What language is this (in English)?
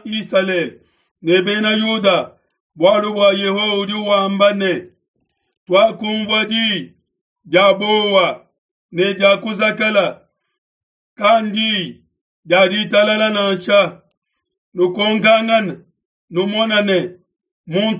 Luba-Lulua